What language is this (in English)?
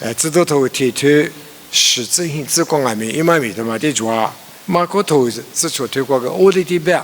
Lisu